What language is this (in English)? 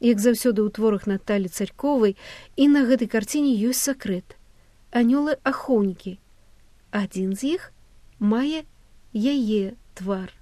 Belarusian